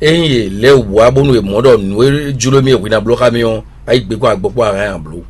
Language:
Fon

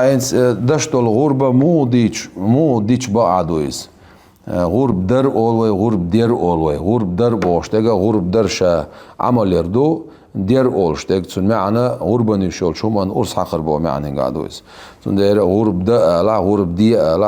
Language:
Chechen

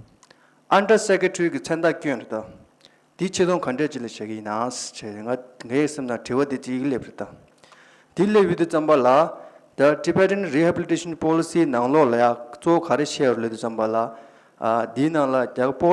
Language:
Tibetan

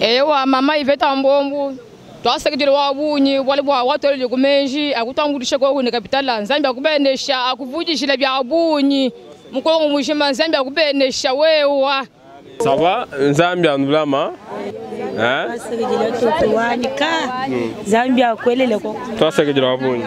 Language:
Luba-Lulua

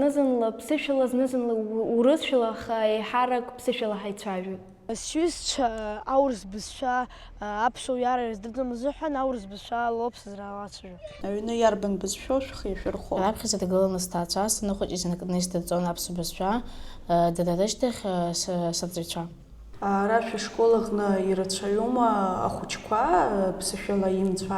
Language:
Abkhazian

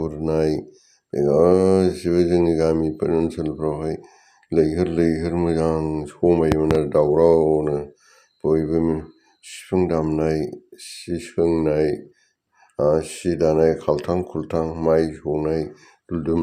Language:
Bodo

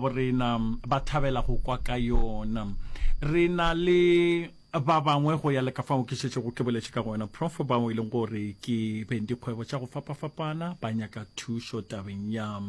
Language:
Northern Sotho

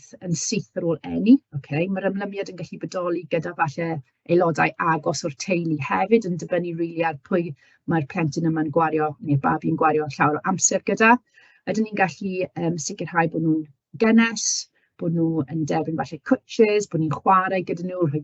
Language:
Welsh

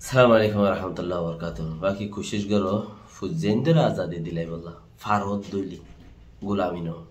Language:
Rohingya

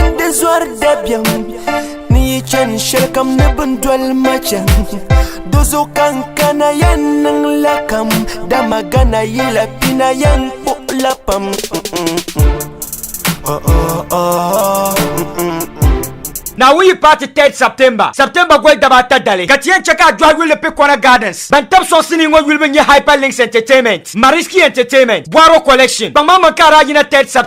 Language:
Dagbani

